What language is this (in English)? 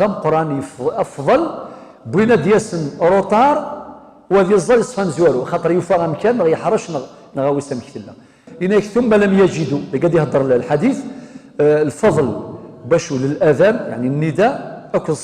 Kabyle